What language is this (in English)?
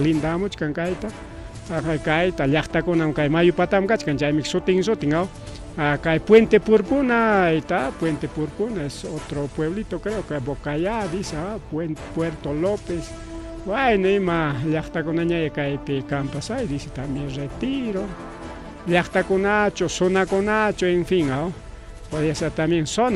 Ayacucho Quechua